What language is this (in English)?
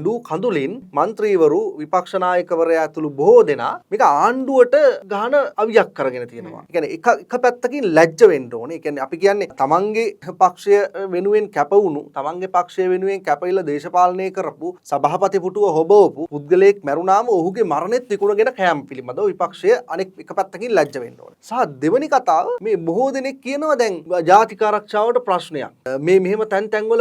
Sinhala